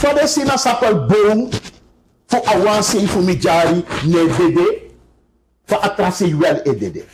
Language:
Sranan Tongo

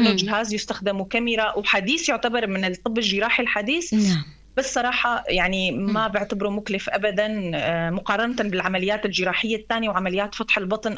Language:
North Levantine Arabic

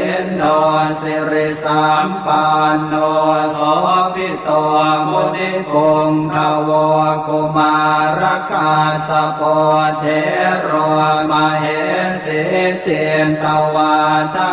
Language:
Pali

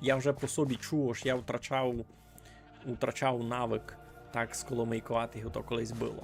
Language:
Rusyn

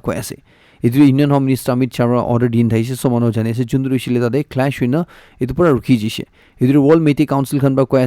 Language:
Naga Pidgin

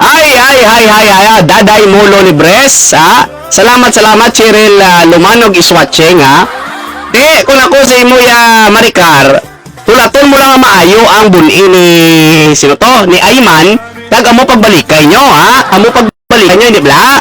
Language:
Hiligaynon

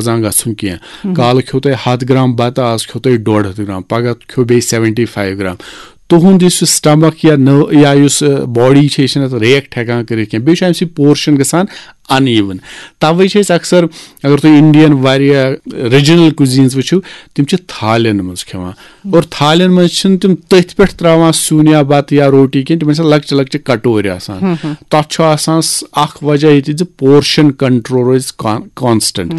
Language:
Kashmiri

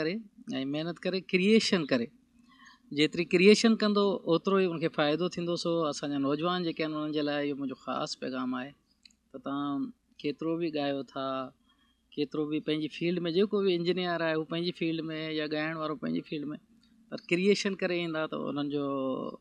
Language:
Sindhi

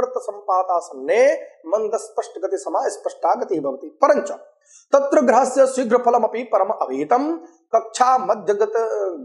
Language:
Sanskrit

